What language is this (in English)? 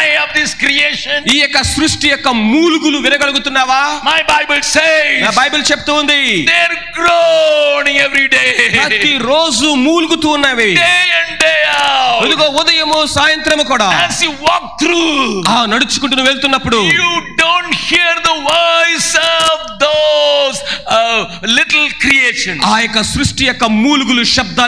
Telugu